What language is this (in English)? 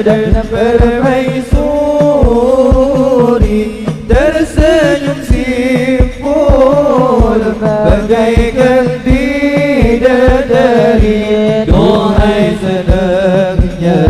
Banjar